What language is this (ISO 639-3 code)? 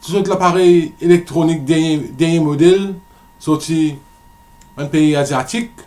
mfe